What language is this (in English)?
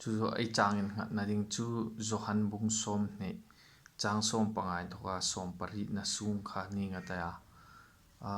Hmar